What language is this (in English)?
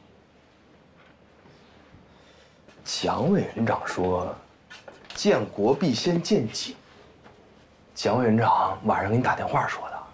Chinese